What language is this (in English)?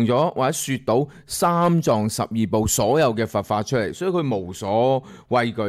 Cantonese